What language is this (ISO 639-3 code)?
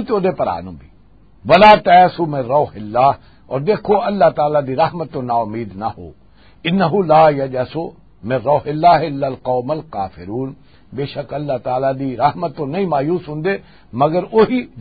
lah